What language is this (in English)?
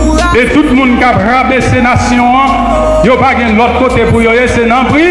Haitian Creole